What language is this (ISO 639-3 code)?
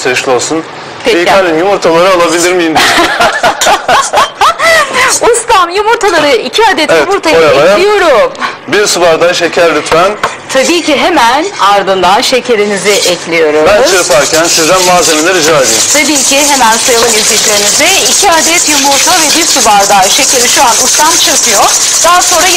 tur